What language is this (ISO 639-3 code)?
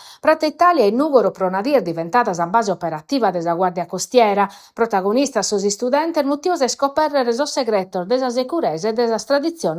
srd